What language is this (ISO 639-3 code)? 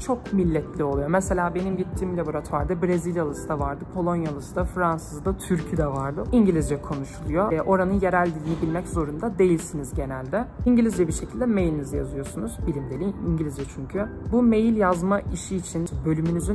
tur